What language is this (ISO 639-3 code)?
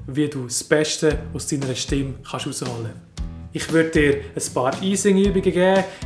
gsw